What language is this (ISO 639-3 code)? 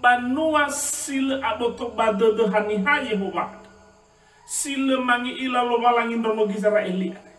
nia